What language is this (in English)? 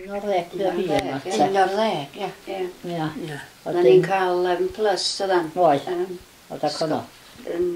Welsh